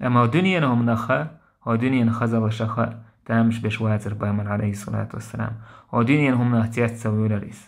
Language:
Chechen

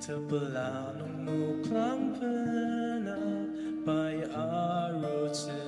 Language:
Ao Naga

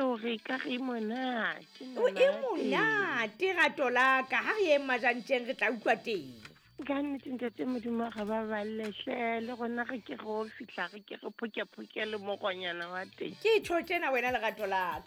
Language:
Southern Sotho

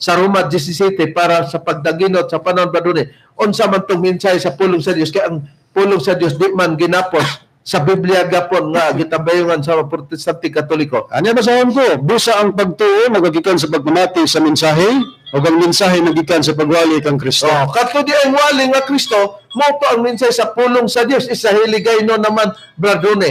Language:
Cebuano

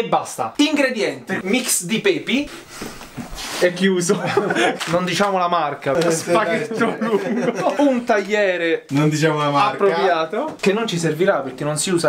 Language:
Italian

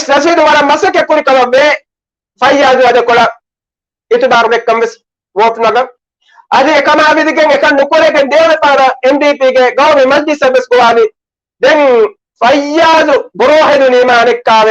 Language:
Divehi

